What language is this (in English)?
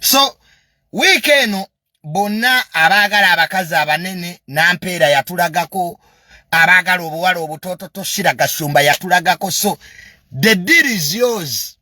Ganda